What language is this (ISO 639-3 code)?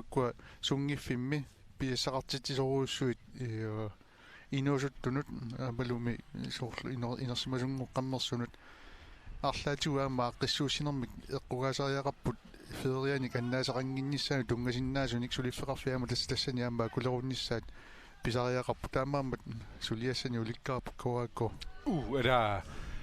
kal